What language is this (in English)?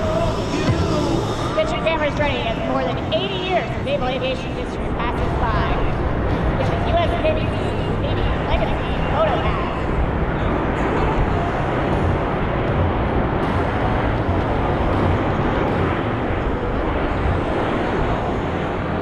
English